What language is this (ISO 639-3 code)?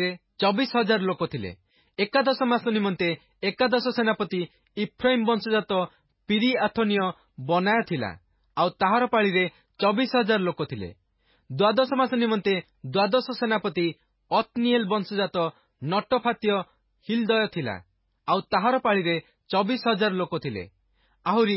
ori